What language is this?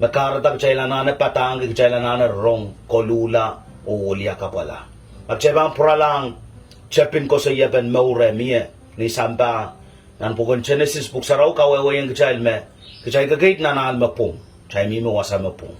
Pohnpeian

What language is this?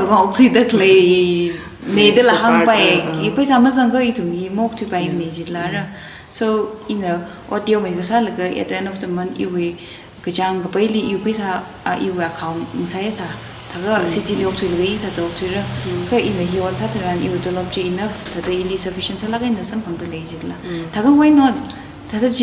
Tangkhul Naga (India)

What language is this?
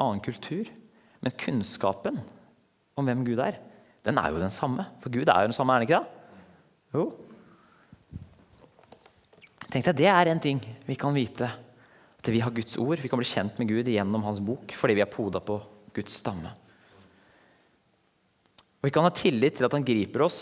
Norwegian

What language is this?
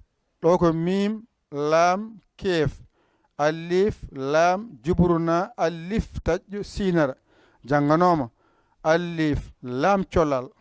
Fula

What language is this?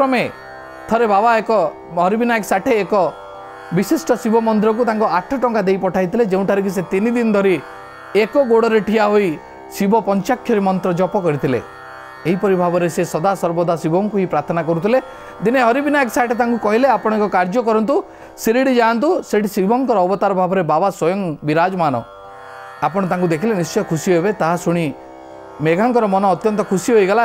Odia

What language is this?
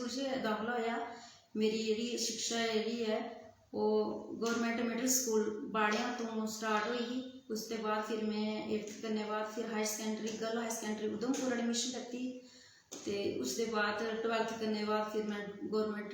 Dogri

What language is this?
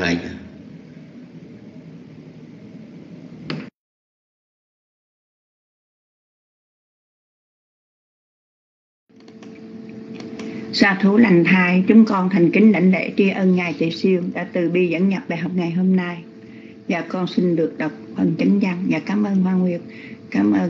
Vietnamese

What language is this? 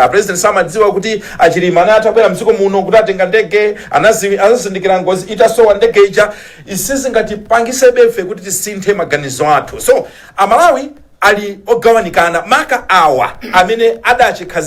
Nyanja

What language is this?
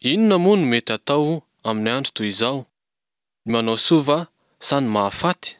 Malagasy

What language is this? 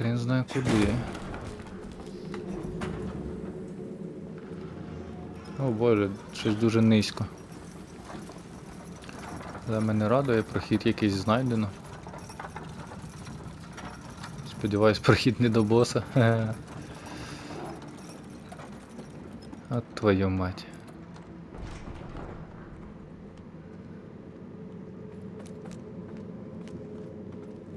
Ukrainian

